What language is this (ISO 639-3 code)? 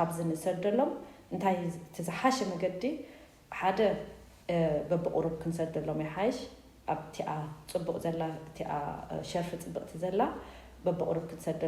tir